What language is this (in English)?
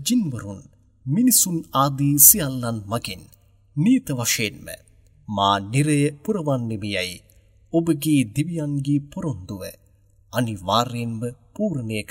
Sinhala